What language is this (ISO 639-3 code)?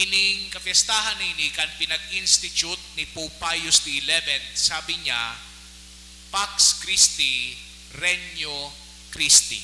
bik